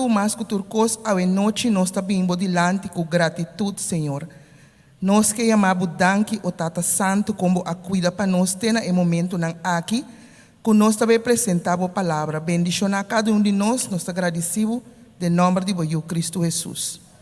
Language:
Papiamento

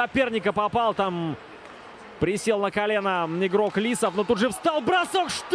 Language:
Russian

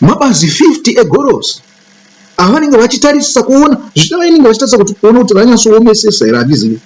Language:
Shona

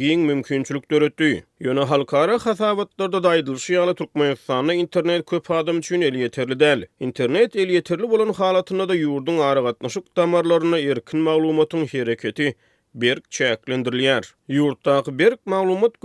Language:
Turkmen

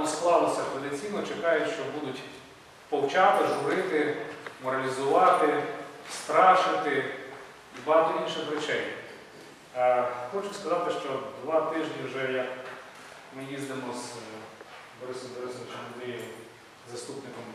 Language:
Ukrainian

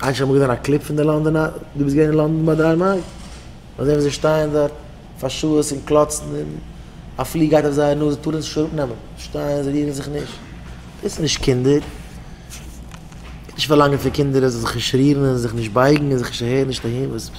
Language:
Yiddish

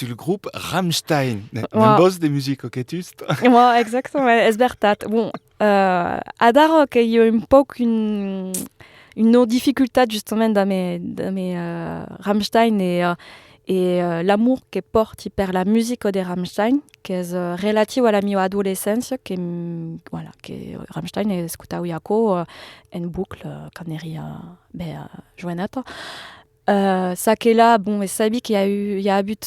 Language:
Occitan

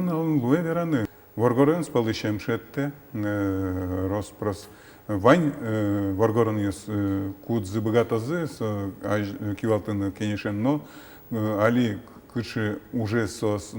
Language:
Udmurt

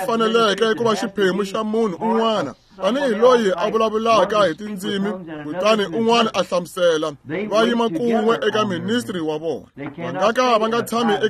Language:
Tsonga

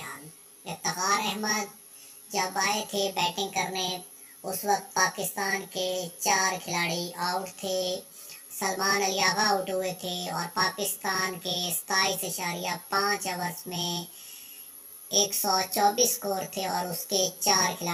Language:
Urdu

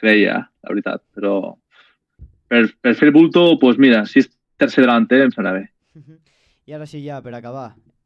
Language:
Catalan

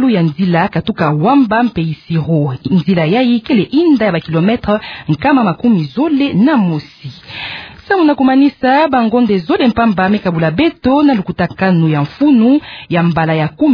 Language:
Kituba (Democratic Republic of Congo)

